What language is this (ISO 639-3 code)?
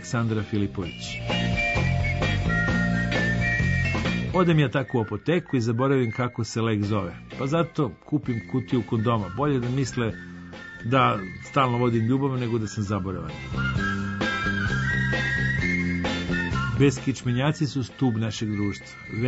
srp